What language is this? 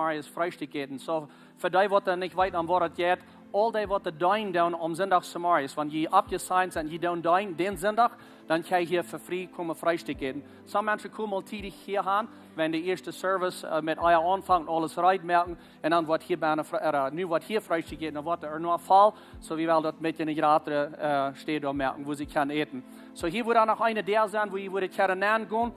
Plautdietsch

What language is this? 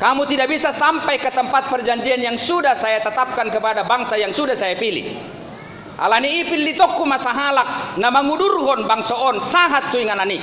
Batak Toba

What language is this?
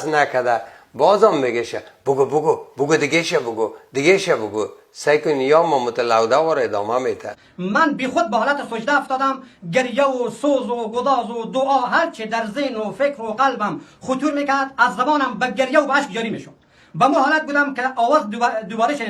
Persian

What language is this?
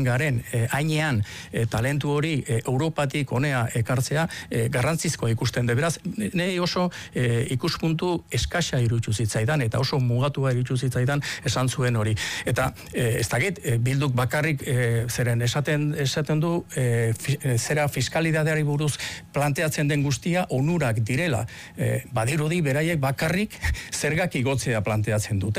Basque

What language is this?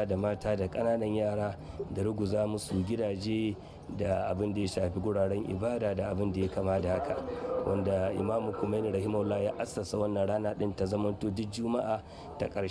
Hausa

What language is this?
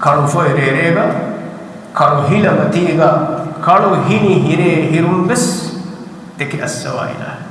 Divehi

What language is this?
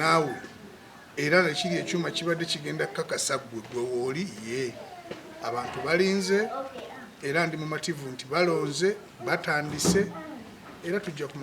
Ganda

